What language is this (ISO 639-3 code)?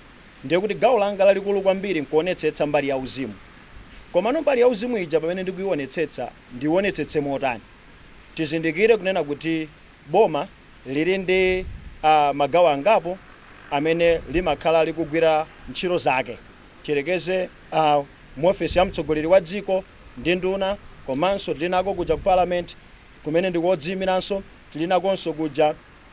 nya